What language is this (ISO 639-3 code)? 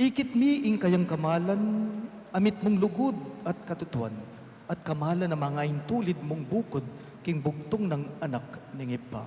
pam